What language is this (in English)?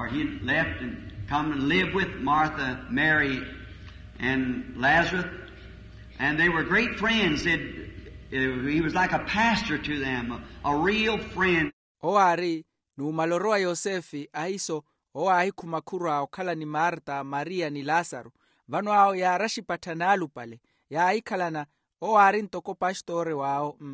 Makhuwa